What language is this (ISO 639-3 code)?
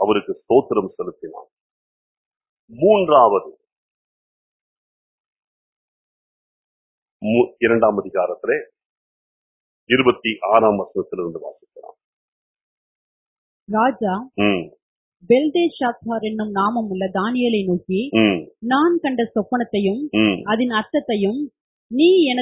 tam